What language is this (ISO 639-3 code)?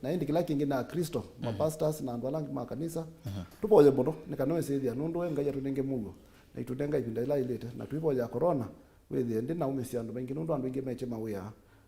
kam